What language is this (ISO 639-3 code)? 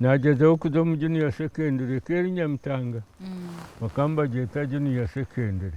nyn